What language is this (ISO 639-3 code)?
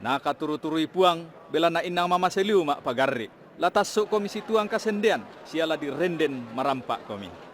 sda